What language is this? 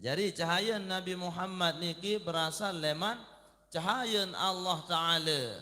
Sasak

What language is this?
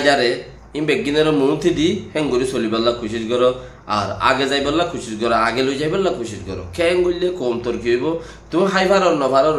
Rohingya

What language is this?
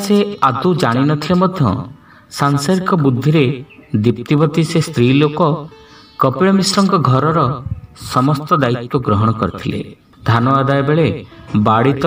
Odia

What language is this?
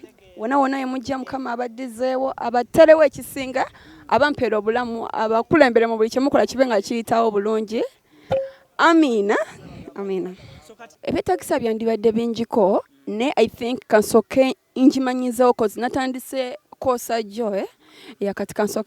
Ganda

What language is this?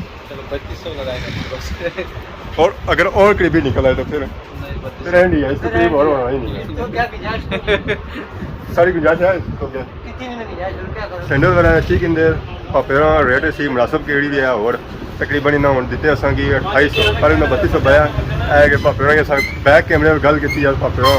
Pahari-Potwari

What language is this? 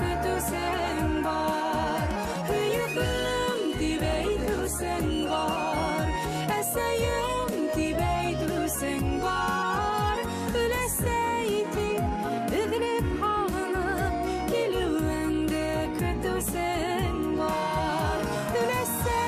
Bashkir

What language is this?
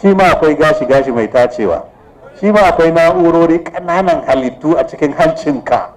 Hausa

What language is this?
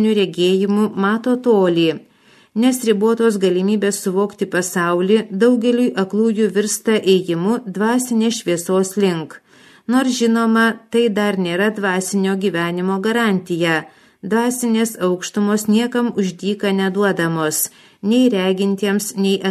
Lithuanian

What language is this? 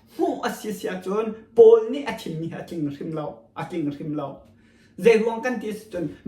Hakha Chin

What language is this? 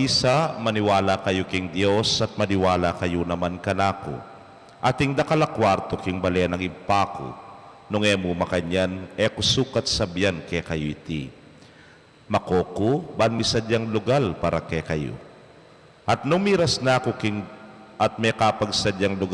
Pampanga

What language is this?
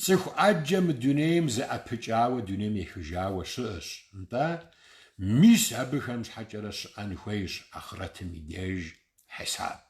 Kabardian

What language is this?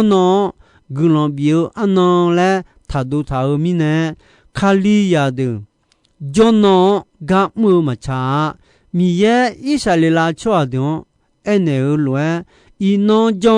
Akha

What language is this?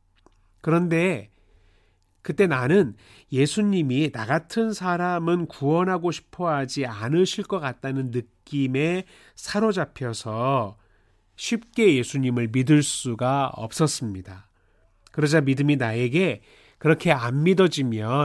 Korean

